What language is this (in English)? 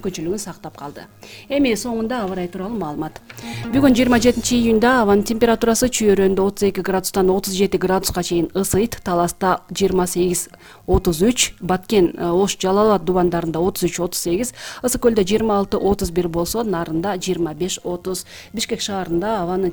Kyrgyz